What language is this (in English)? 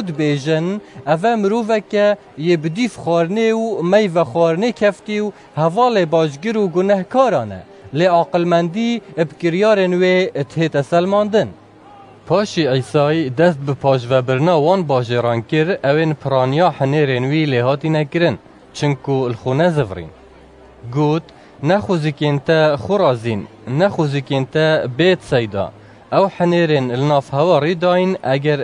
Kurdish